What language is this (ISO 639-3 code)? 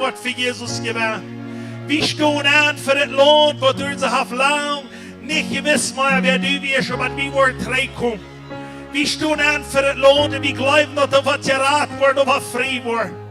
pdt